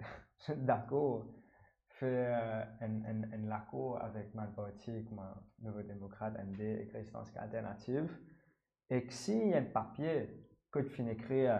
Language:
Morisyen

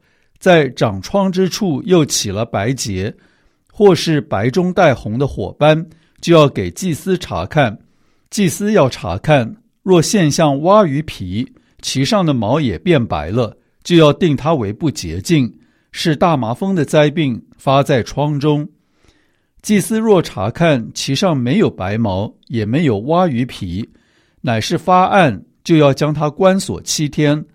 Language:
Chinese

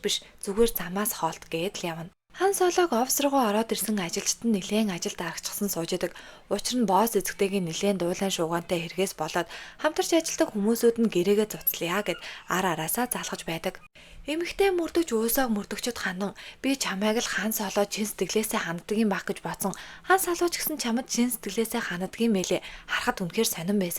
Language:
Mongolian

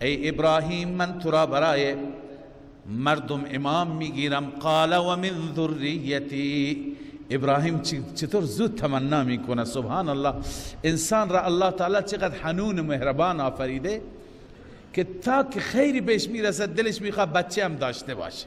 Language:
Persian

